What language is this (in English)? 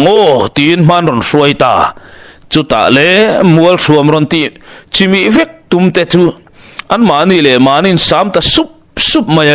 Mizo